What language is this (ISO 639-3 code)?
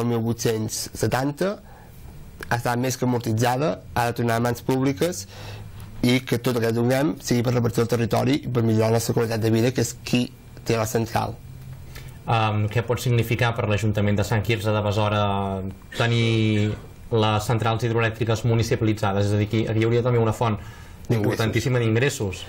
cat